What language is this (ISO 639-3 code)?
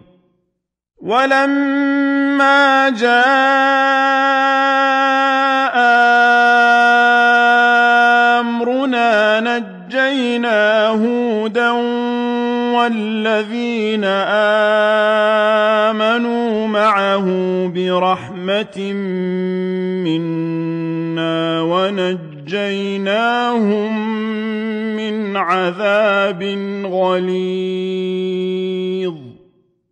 ara